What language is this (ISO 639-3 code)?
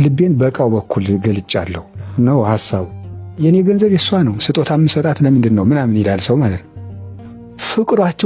amh